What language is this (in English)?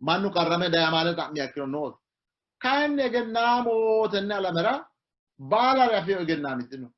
Sidamo